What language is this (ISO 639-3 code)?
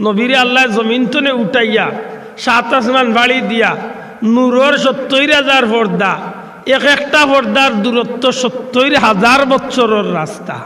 syl